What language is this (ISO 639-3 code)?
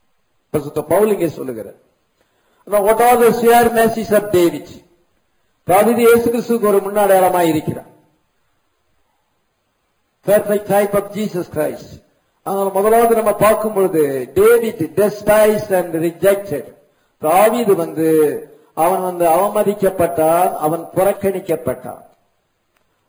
tam